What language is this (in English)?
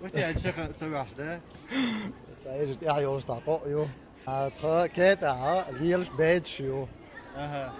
Chechen